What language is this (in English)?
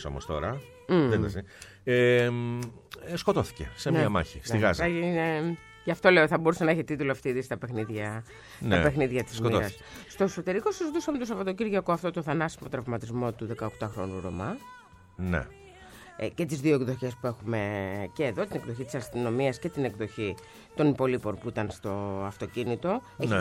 Greek